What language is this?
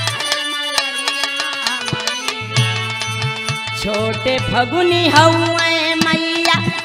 Bhojpuri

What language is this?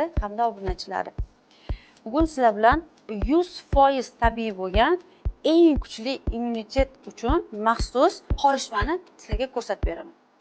Uzbek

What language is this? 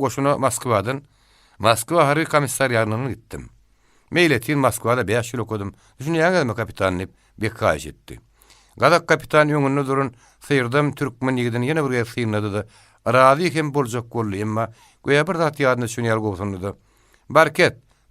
Turkmen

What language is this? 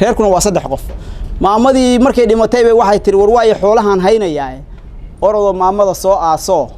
Somali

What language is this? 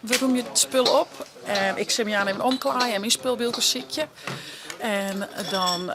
Western Frisian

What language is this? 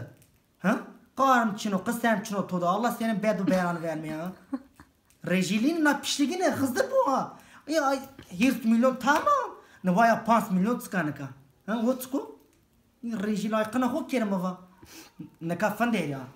Zaza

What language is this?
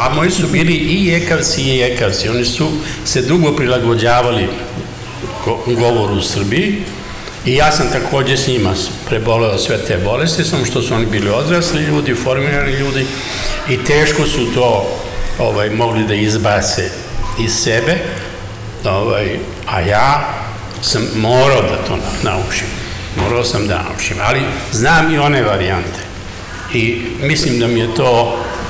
Serbian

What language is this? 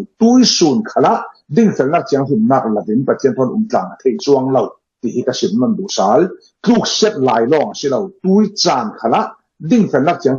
Falam Chin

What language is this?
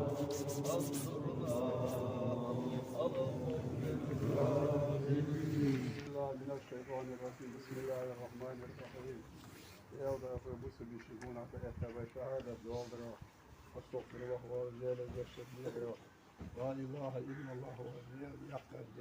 Ingush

